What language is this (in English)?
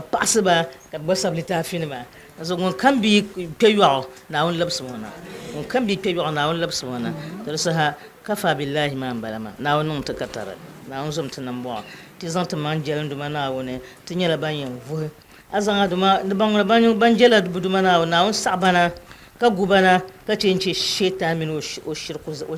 Dagbani